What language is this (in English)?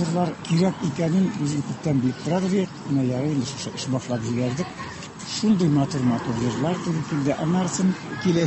Tatar